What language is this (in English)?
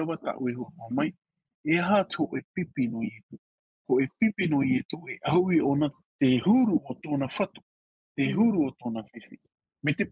Tahitian